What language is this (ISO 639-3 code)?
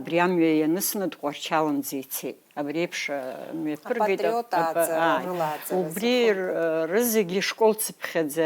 abk